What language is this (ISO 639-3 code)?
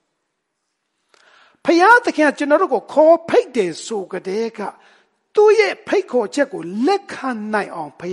mya